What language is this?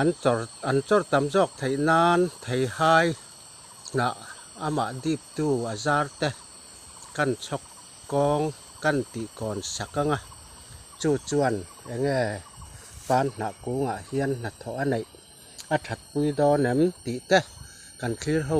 Mizo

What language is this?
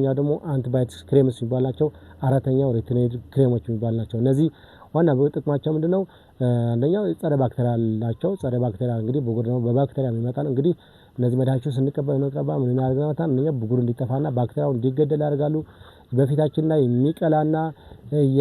Amharic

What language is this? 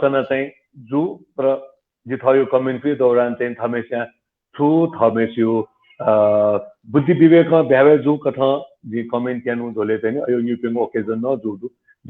Newari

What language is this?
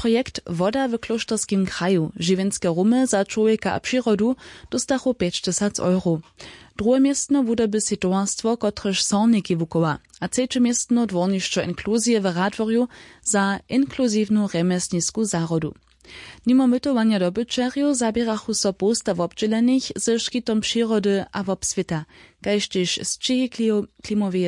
Upper Sorbian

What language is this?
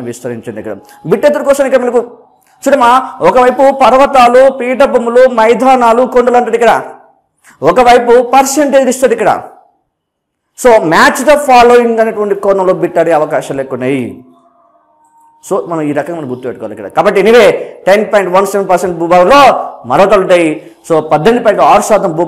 Telugu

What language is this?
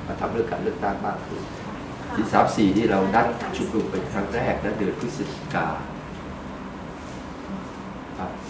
Thai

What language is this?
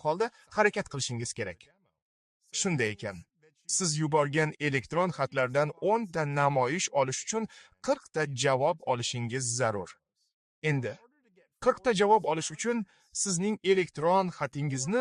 Uzbek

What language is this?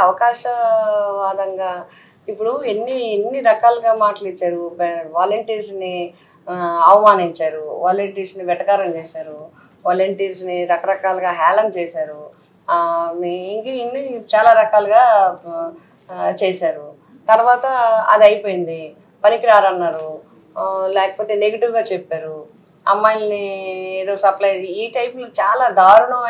Telugu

